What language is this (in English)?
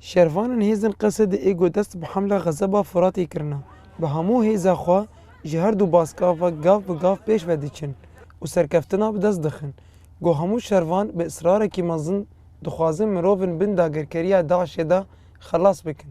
Kurdish